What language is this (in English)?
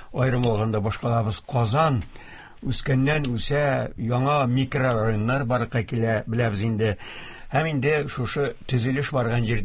Tatar